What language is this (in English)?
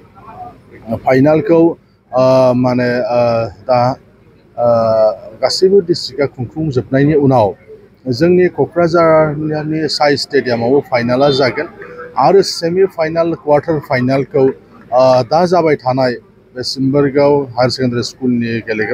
Bodo